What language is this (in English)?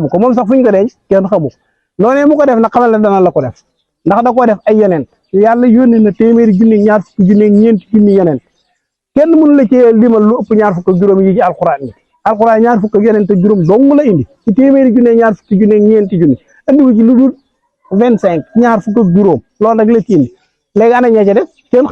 Wolof